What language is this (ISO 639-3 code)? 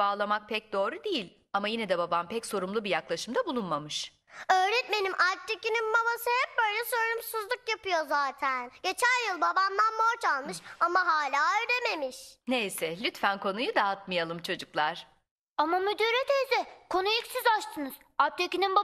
tur